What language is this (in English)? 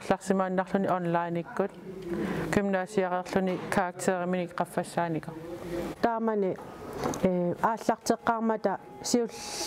Kalaallisut